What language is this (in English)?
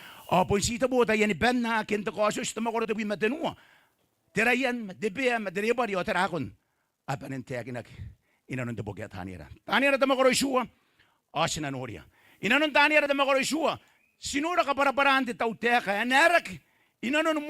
Gilbertese